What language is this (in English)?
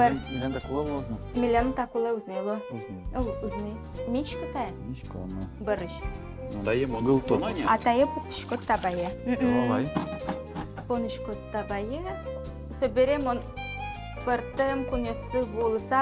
Udmurt